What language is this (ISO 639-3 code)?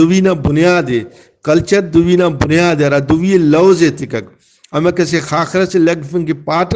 brh